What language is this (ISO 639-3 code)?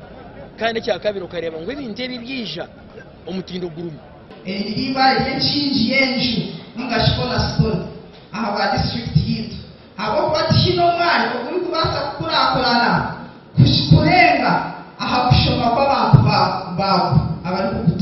nyn